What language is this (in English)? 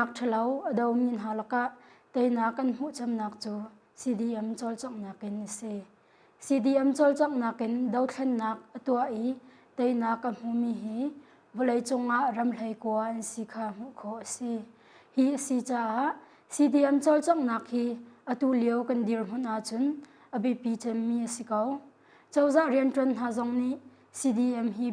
Hakha Chin